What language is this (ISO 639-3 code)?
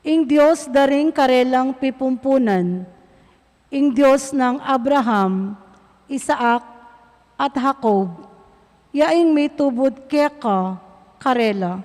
pam